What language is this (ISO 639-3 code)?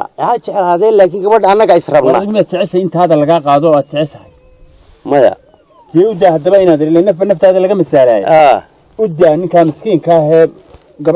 som